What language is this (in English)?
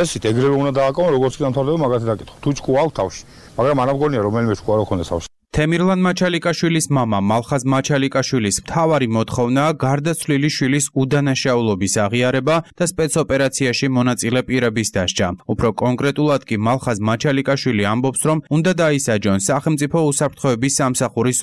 Georgian